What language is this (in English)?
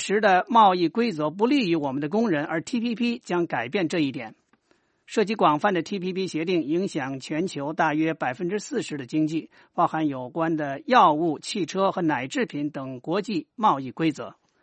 Chinese